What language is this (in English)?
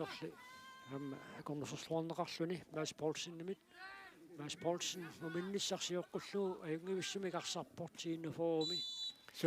Kalaallisut